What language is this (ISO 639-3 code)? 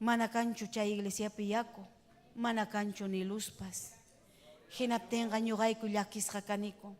quy